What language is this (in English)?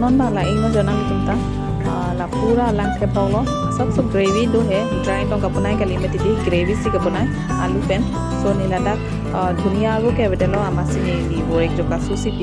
Karbi